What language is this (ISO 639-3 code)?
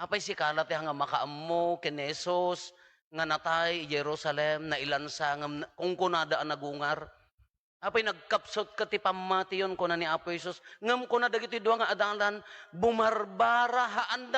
ilo